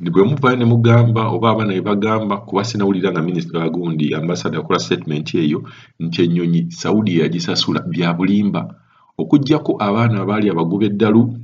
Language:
Ganda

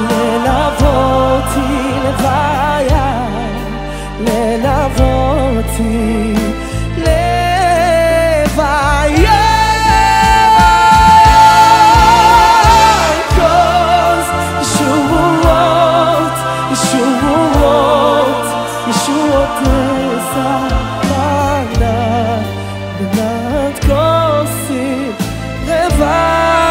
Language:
Hebrew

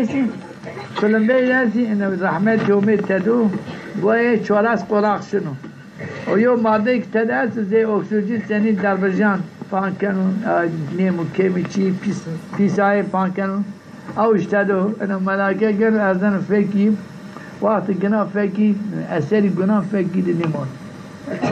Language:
Zaza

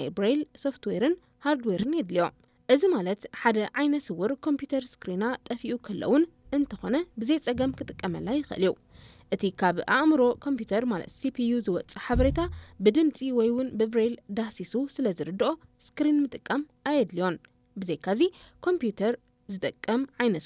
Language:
Tigrinya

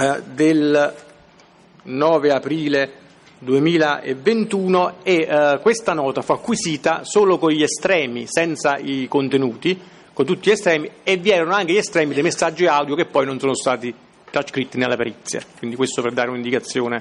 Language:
Italian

